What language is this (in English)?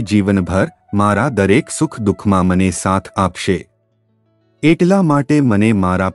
Gujarati